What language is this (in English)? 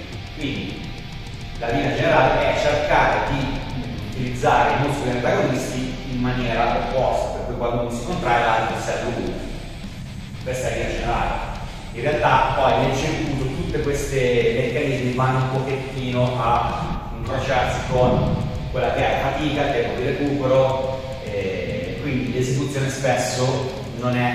Italian